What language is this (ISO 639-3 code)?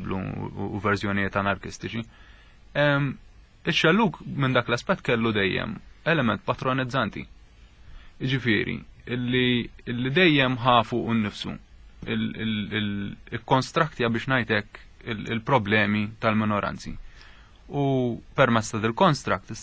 mlt